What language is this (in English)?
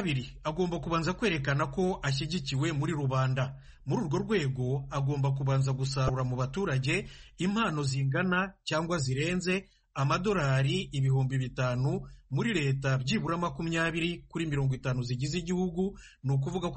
Kinyarwanda